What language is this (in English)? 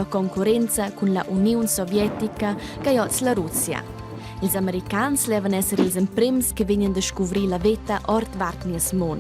Romansh